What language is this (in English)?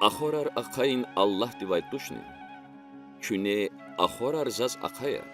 Lezghian